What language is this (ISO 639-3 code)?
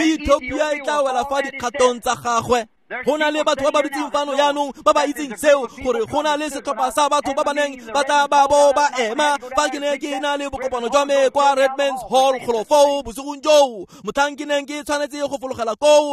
tsn